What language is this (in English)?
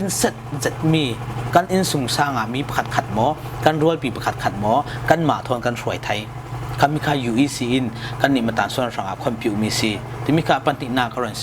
Falam Chin